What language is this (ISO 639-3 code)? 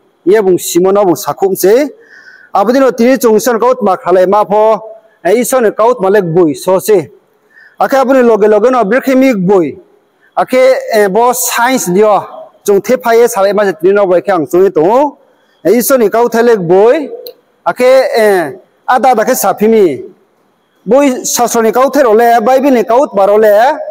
ria